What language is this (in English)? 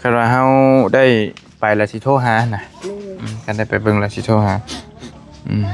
Northeastern Thai